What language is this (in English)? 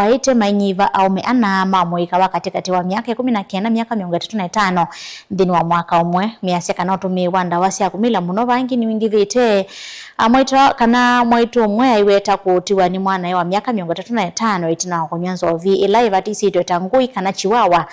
Kamba